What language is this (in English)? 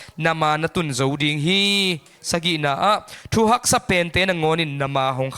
Tedim Chin